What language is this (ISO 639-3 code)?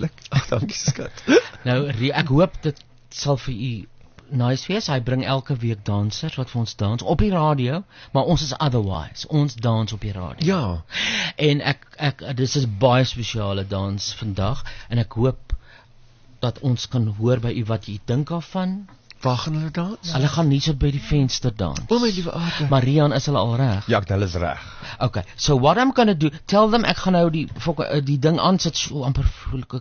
afr